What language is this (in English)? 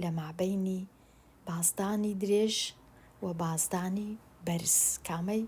Central Kurdish